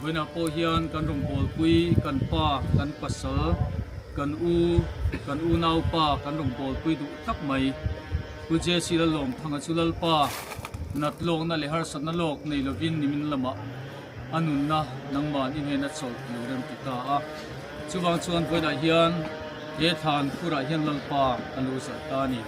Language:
Mizo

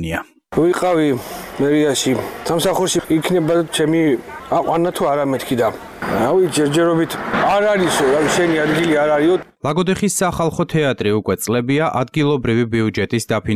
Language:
Georgian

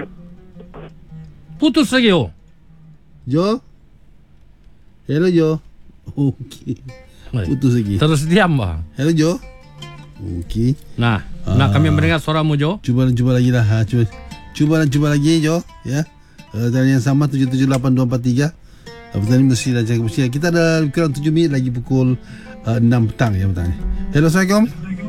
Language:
Malay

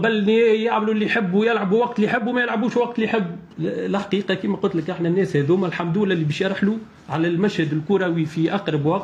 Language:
Tunisian Arabic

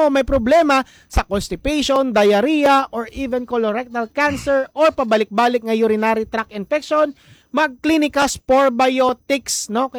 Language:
Hiligaynon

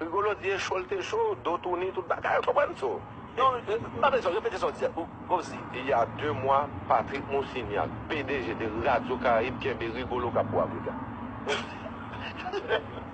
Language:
Haitian Creole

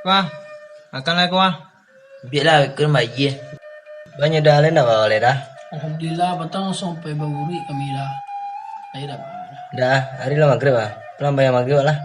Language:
Minangkabau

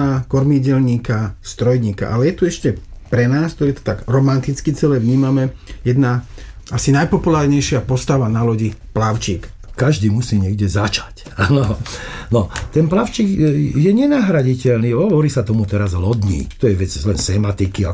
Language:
Slovak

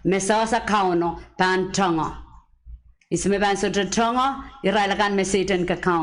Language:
Pohnpeian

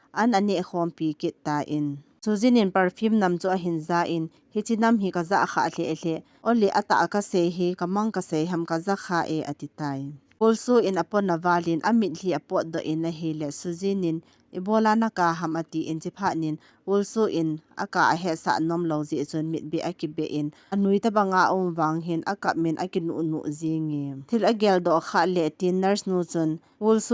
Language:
Thado Chin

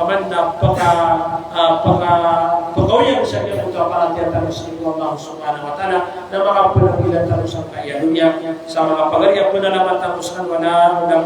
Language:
Maranao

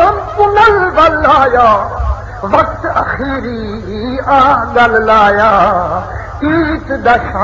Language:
Saraiki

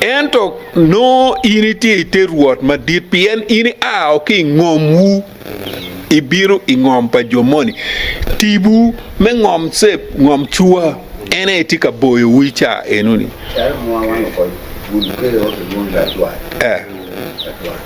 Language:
Acoli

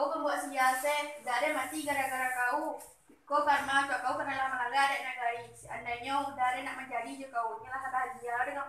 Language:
Minangkabau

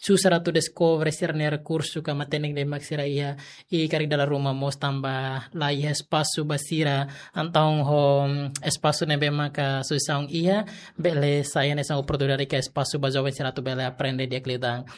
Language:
Tetum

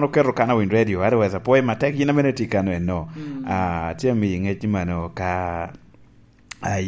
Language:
Lango (Uganda)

